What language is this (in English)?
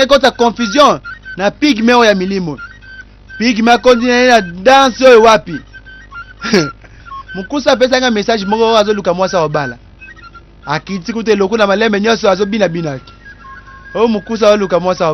Lingala